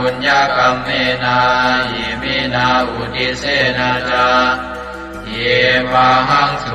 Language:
Pali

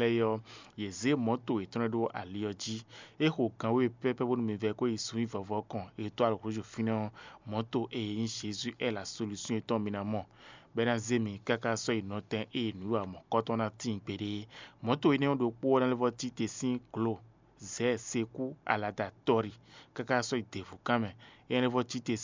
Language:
Fon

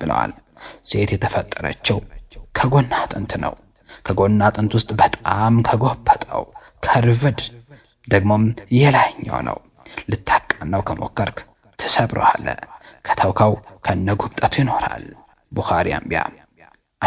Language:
Amharic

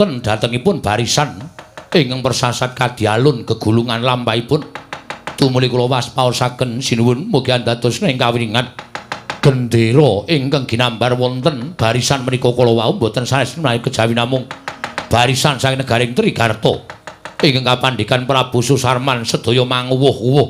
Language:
Javanese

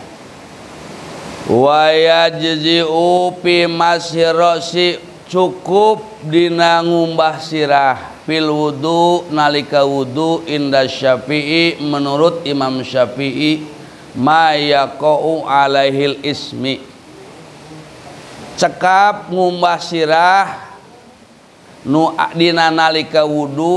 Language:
Sundanese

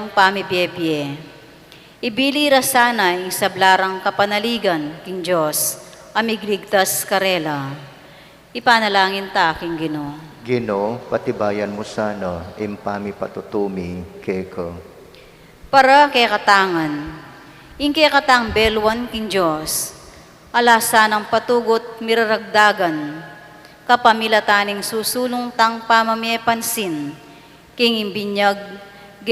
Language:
Pampanga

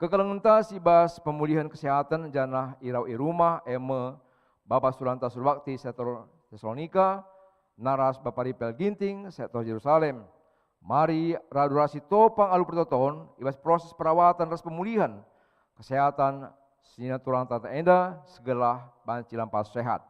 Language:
Batak Karo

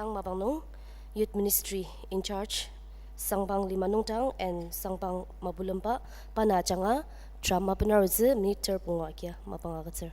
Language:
Ao Naga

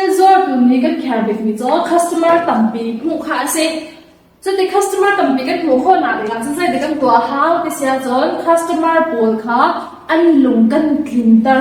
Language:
Hakha Chin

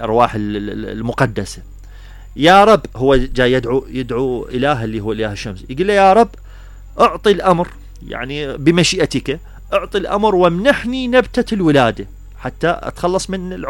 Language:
Mesopotamian Arabic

